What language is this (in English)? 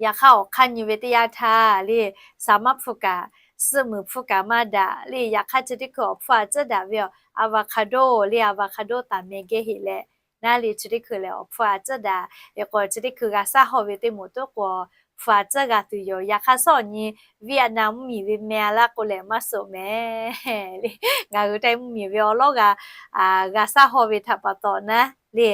Lahu